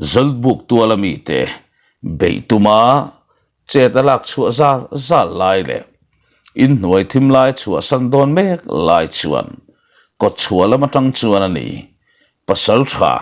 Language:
Mizo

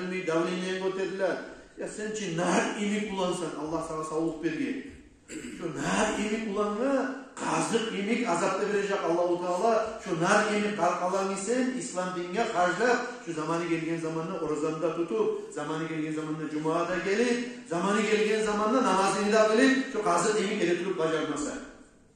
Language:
Kumyk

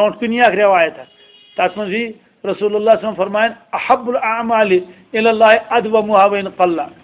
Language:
Kashmiri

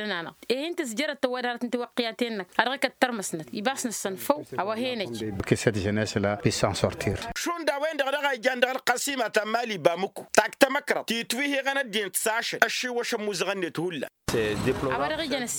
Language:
Tamasheq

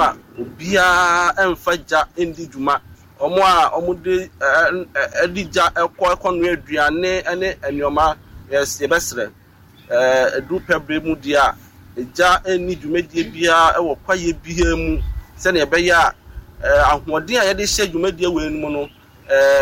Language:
Akan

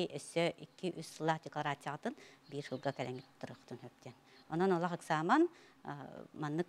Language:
Yakut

